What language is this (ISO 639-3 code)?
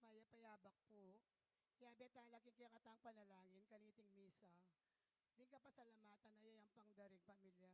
pam